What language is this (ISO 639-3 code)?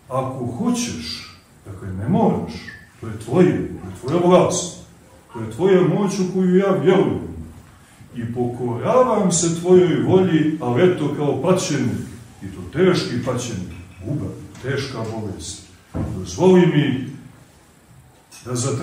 srp